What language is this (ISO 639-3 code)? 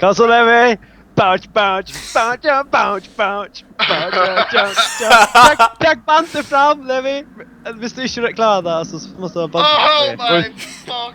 fao